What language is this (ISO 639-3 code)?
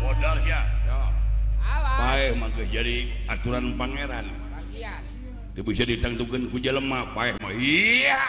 sun